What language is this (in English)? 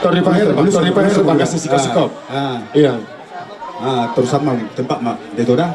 Batak Toba